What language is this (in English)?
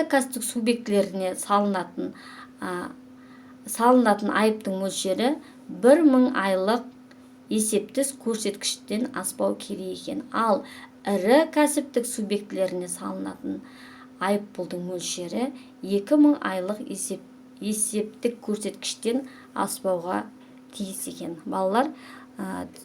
Kazakh